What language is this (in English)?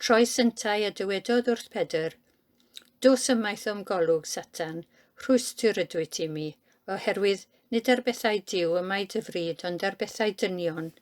Welsh